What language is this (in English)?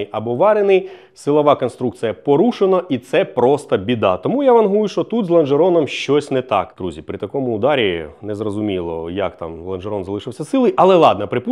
Ukrainian